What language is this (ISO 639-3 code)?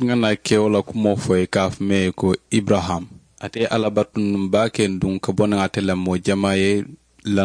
man